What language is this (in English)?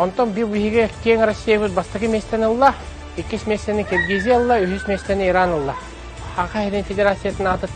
Yakut